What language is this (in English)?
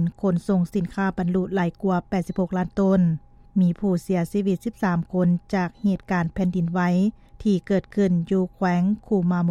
Lao